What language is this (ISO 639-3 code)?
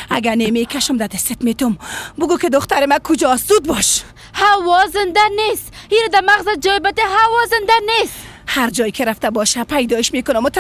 fas